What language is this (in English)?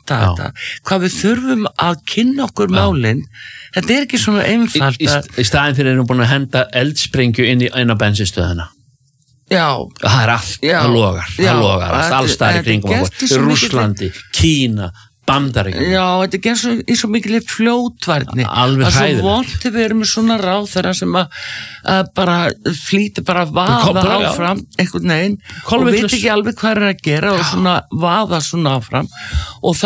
Icelandic